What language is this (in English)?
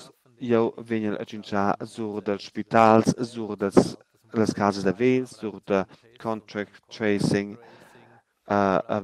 Romansh